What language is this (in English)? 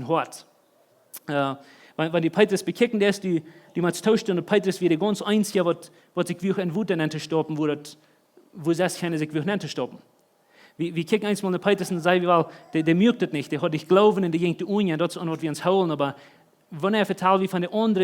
Plautdietsch